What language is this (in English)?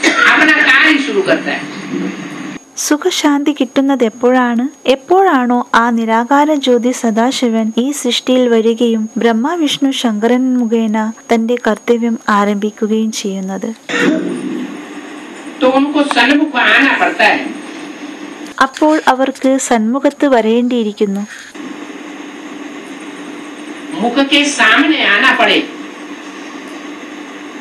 Malayalam